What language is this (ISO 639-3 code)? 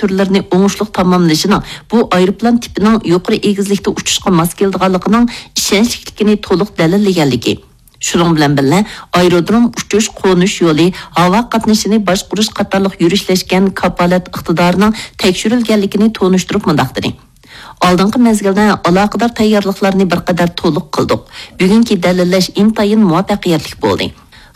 uig